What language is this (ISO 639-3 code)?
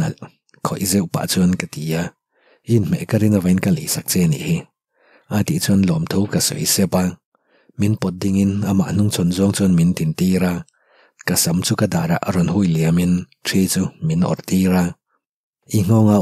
lus